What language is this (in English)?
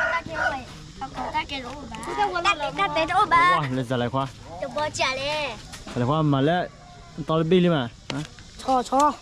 S'gaw Karen